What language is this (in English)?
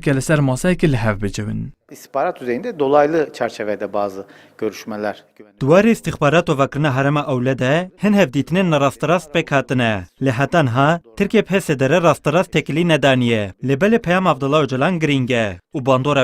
Kurdish